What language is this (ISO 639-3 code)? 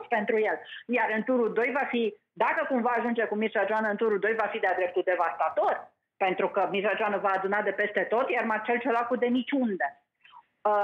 ron